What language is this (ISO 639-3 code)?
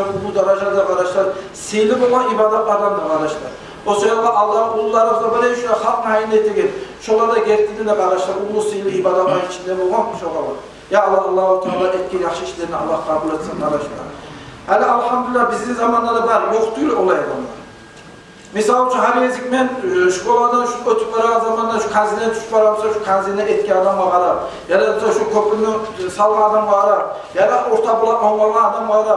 kum